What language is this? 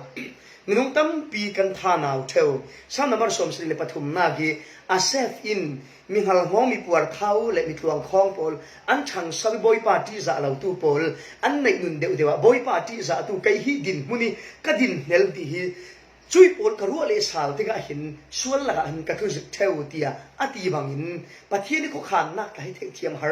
Falam Chin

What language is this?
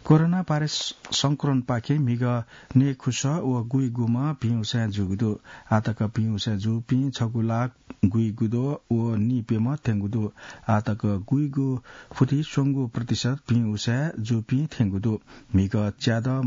Newari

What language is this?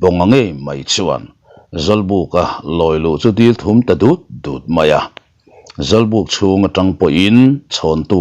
Mizo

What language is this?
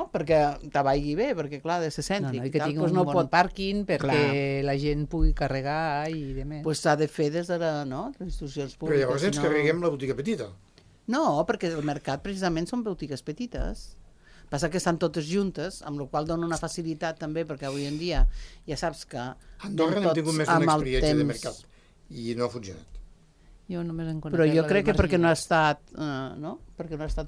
Catalan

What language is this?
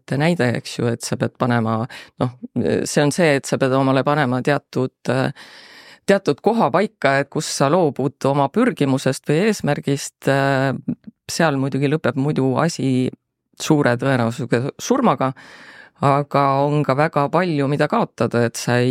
Estonian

